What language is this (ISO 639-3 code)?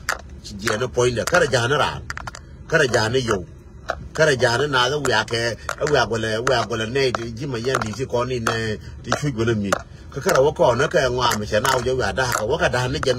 nus